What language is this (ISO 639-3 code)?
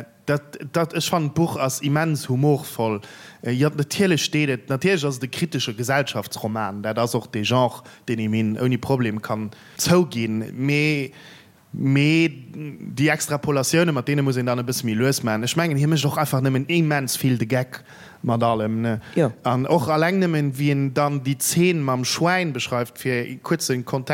ltz